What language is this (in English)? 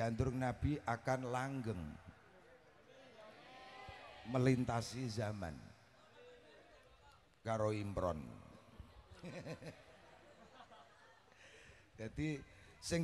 Indonesian